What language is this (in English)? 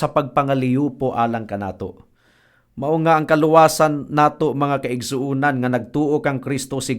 Cebuano